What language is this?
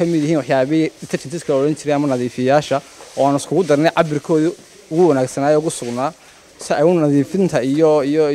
Somali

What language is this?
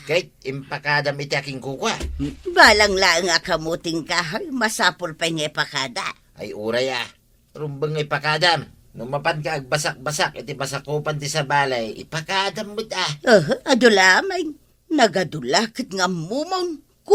Iloko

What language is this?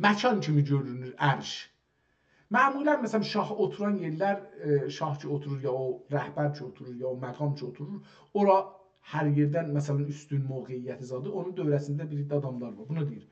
South Azerbaijani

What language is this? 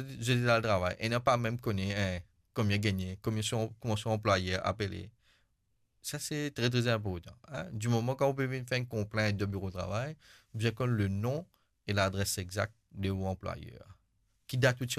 Morisyen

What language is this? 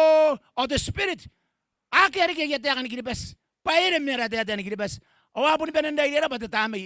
Gilbertese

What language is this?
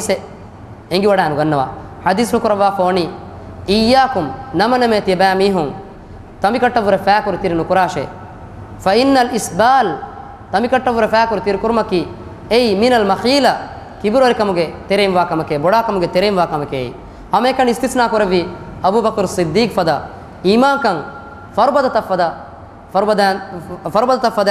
Divehi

